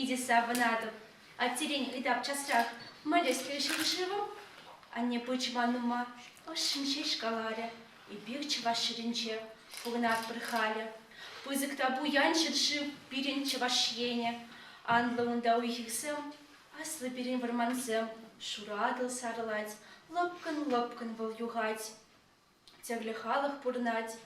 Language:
Chuvash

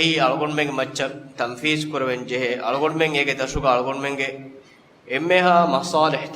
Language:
Divehi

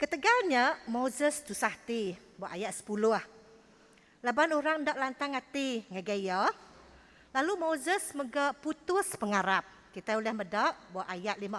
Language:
Iban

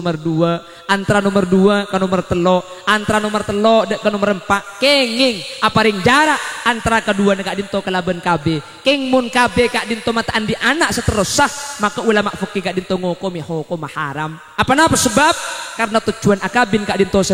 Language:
Madurese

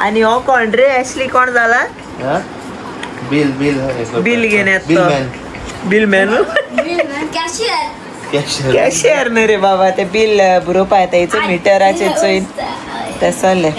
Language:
Konkani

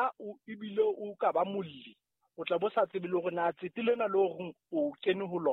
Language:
Southern Sotho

